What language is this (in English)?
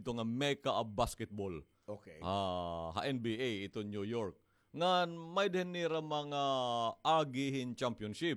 Waray